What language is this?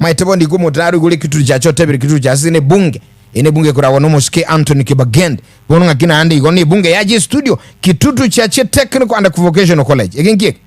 Gusii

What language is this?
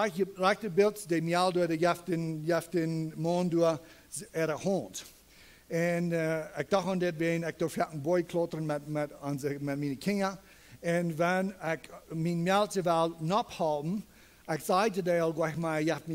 Plautdietsch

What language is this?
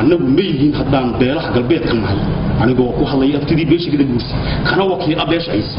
Somali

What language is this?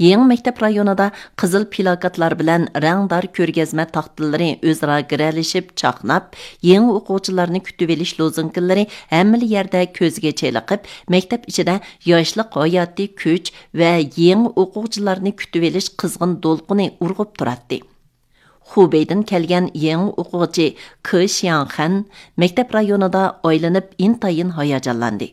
Uyghur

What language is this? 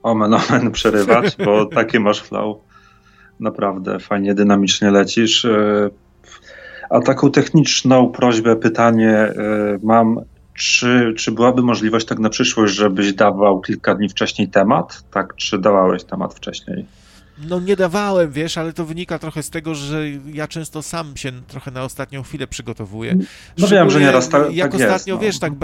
Polish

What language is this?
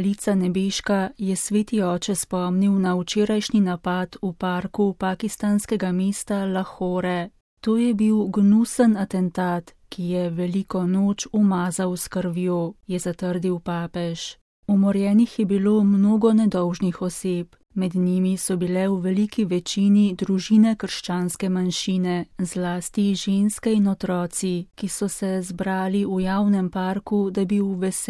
Slovenian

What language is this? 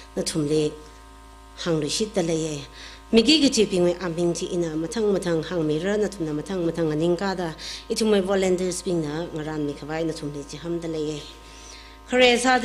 Tangkhul Naga (India)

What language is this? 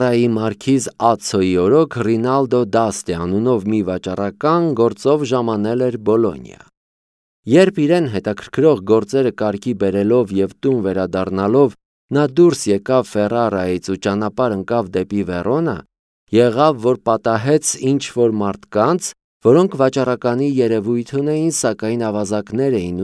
Armenian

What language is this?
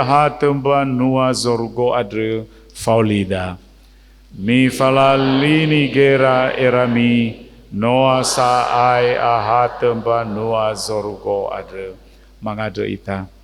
Nias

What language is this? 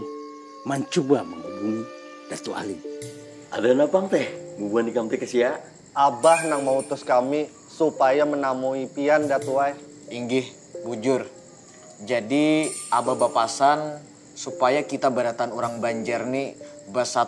Banjar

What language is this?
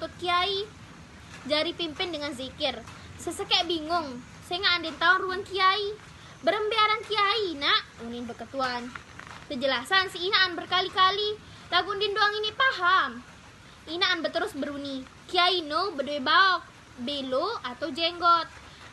Sasak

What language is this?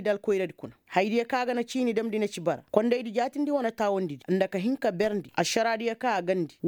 Koyraboro Senni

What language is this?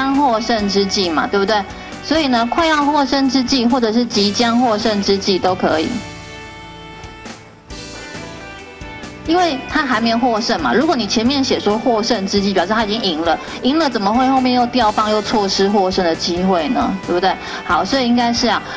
Chinese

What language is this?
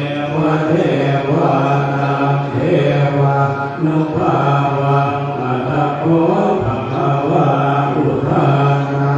Pali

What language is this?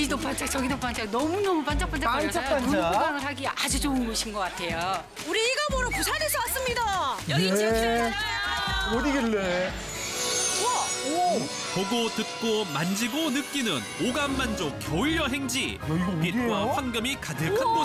Korean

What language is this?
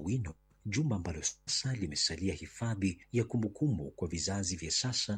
Swahili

